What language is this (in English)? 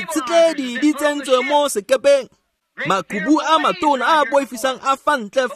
Tswana